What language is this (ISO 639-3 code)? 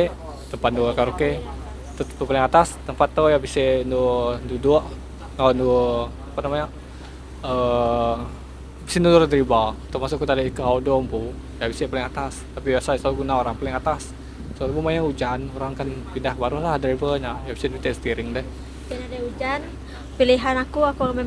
iba